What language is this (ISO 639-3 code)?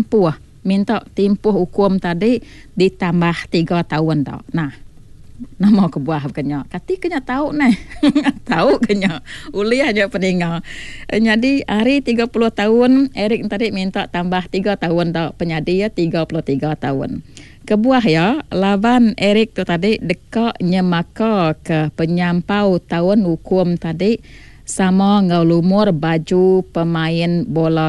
iba